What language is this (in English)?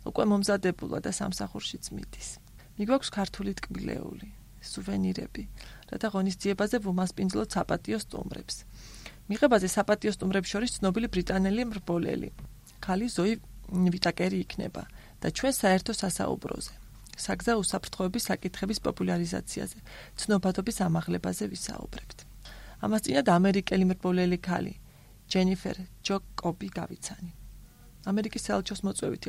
Georgian